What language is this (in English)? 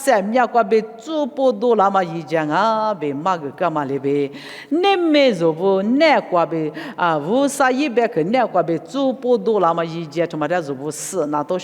Lisu